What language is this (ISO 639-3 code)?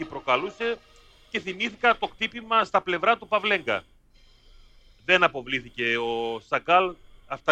ell